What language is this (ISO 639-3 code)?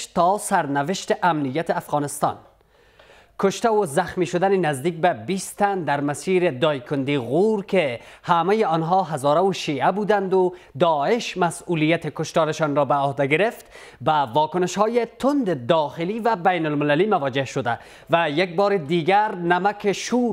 fas